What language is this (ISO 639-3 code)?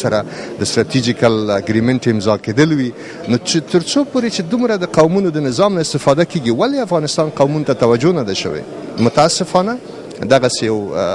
pus